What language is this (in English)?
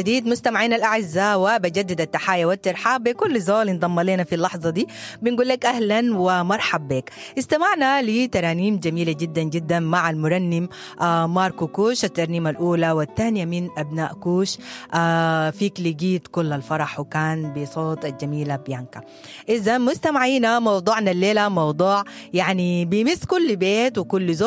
Sudanese Arabic